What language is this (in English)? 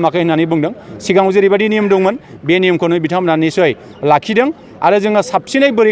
Bodo